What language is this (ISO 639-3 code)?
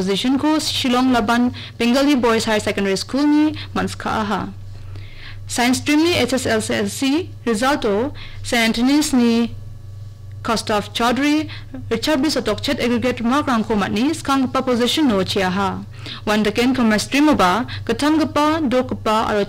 grt